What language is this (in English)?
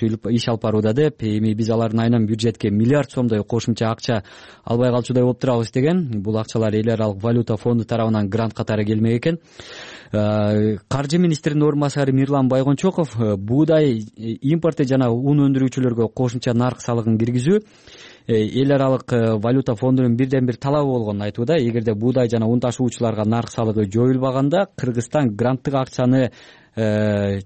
Kyrgyz